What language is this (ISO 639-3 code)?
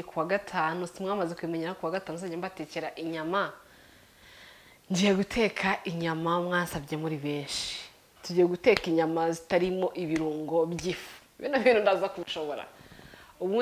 kin